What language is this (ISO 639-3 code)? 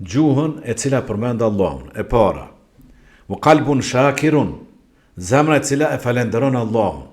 sqi